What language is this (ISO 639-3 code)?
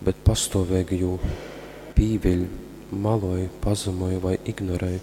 ltg